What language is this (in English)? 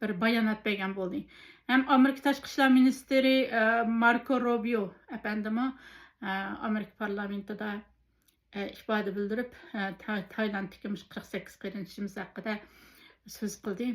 Uyghur